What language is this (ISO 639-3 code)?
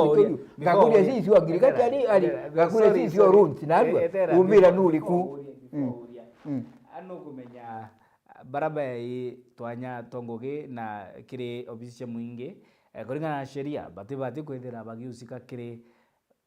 mer